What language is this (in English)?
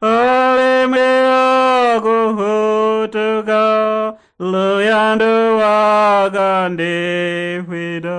Tonga (Zambia)